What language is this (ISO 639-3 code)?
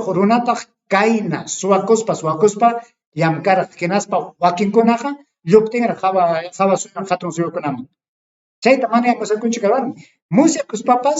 quy